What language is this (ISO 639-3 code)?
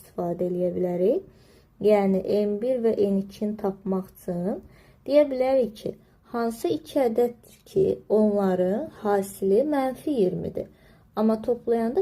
aze